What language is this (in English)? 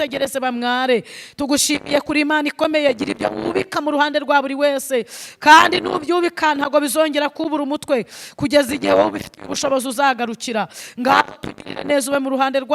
Kinyarwanda